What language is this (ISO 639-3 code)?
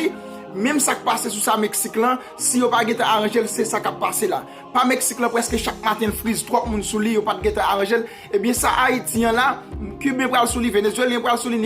hat